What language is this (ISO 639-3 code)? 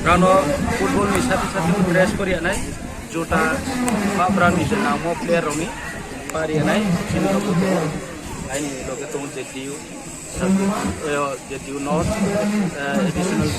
ria